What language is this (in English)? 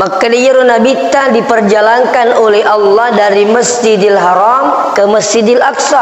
Buginese